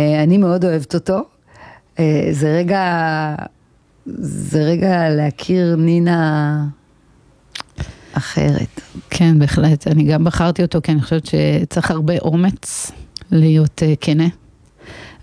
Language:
Hebrew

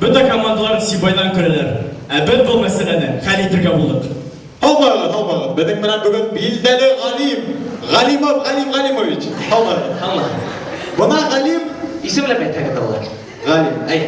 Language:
Bashkir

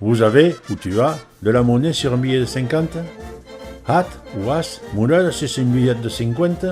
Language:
Occitan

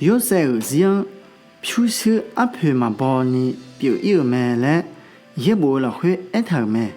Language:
Akha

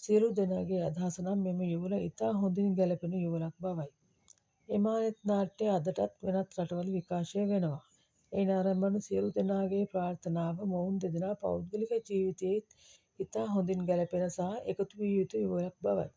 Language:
Sinhala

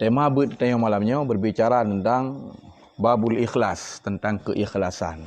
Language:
Achinese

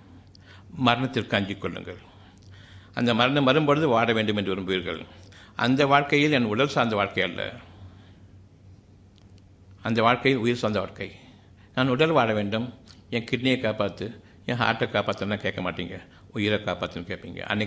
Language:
Tamil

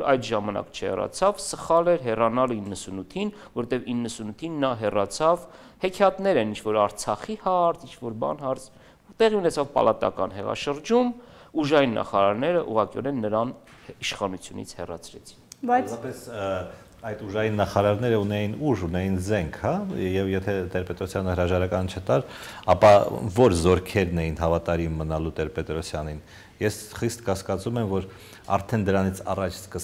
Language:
Armenian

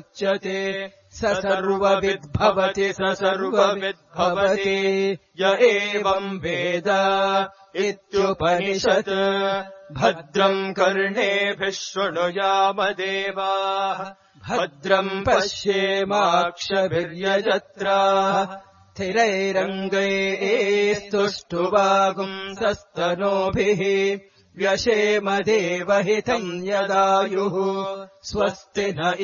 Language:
Sanskrit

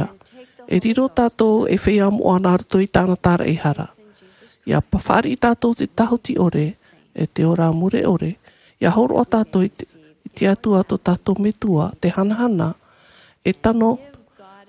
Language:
Tahitian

